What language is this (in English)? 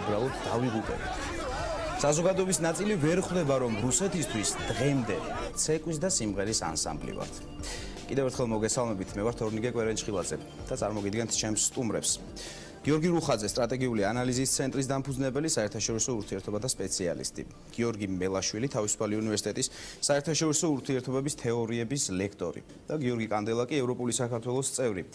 Georgian